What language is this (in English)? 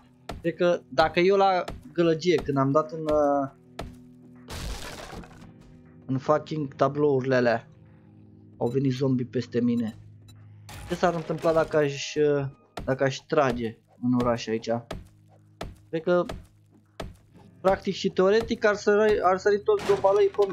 Romanian